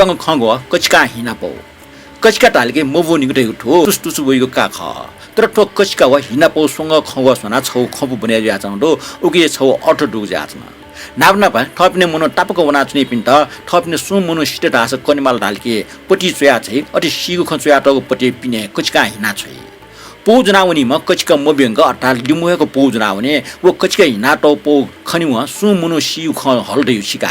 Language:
Newari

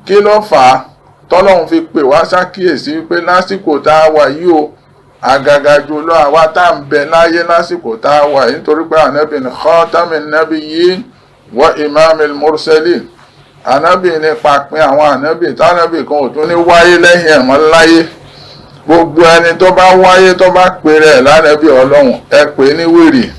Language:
Yoruba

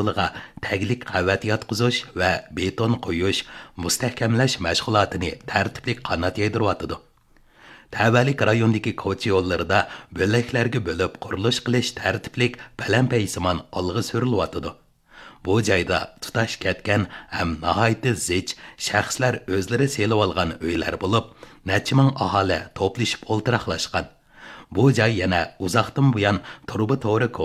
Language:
Uyghur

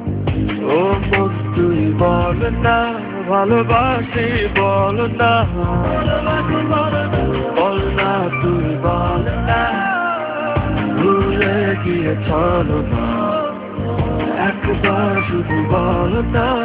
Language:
Bangla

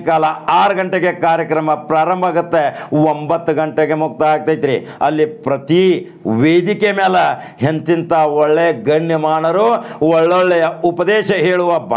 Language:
Kannada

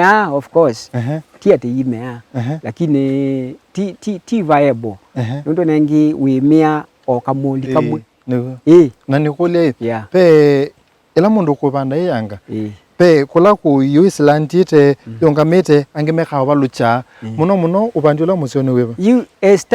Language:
Kamba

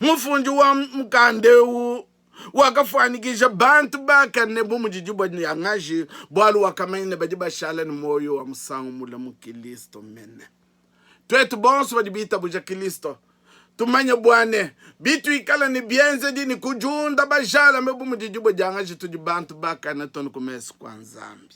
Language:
Luba-Lulua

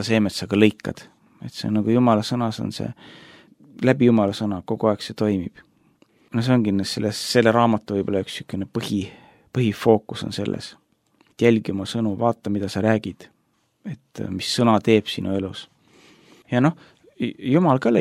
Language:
Estonian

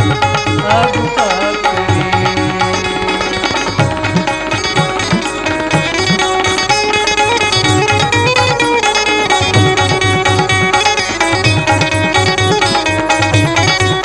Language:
Bhojpuri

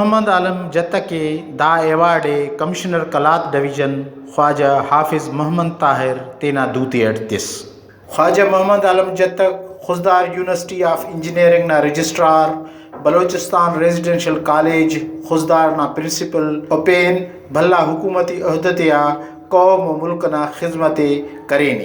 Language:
Brahui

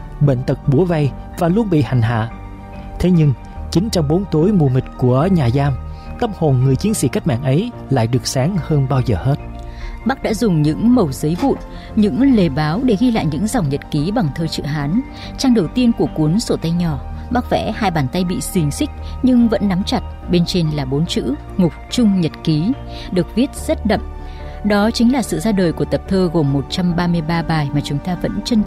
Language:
Vietnamese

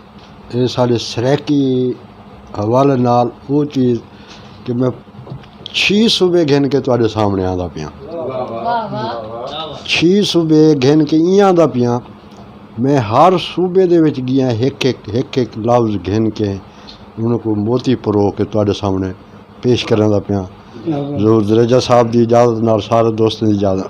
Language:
Saraiki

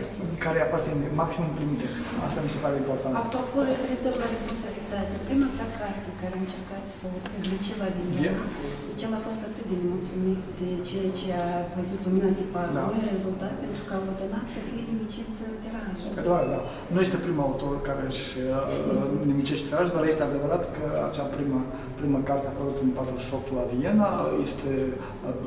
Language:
Romanian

